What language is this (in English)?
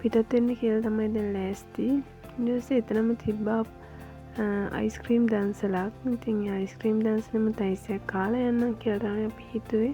Sinhala